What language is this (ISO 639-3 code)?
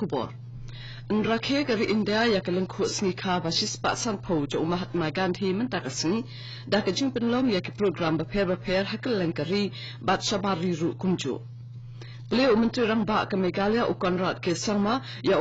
kha